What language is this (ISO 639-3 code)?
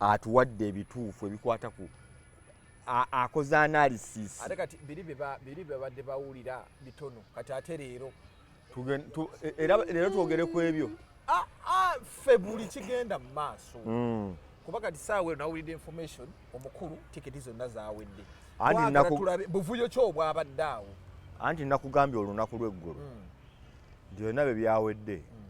lug